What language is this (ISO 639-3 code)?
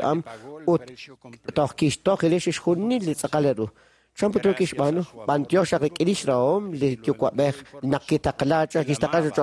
kek